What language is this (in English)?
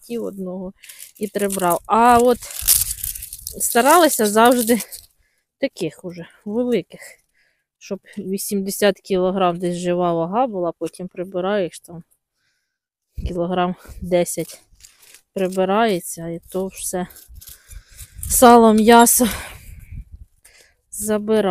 Ukrainian